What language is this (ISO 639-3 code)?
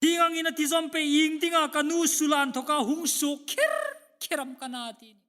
hmr